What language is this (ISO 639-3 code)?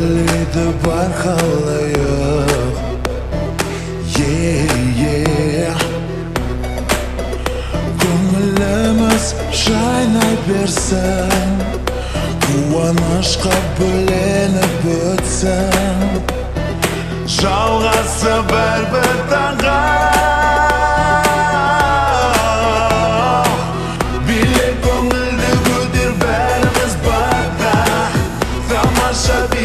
kaz